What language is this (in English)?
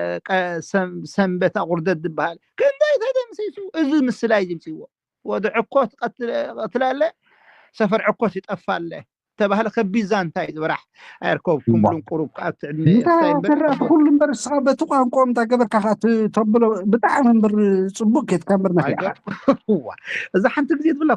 Tigrinya